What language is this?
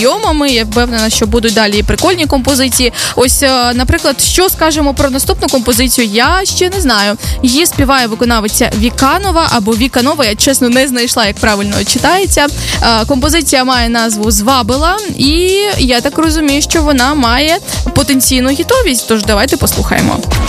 Ukrainian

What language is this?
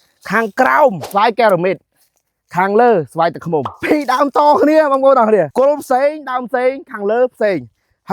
Khmer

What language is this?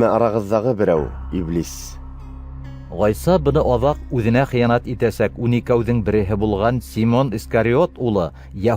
Bashkir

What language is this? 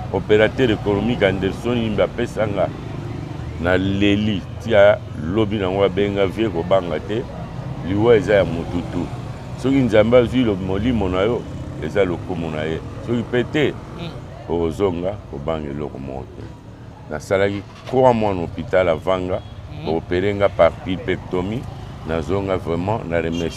Lingala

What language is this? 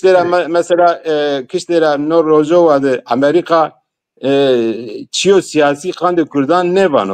Zaza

